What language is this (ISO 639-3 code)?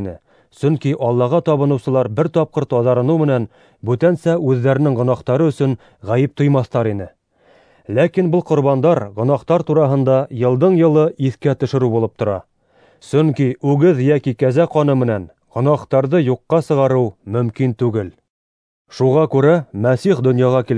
bak